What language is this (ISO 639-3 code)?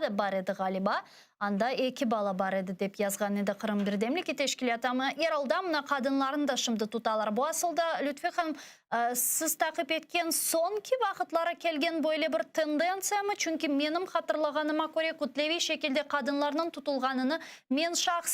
crh